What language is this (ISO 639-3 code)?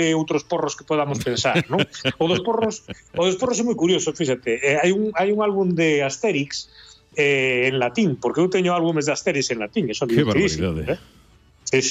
glg